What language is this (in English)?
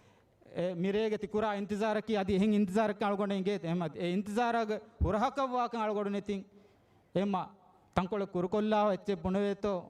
Divehi